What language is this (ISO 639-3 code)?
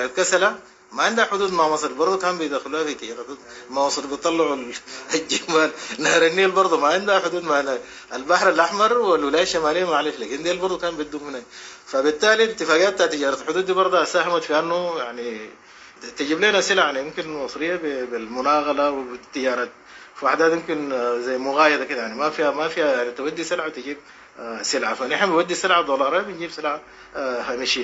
apd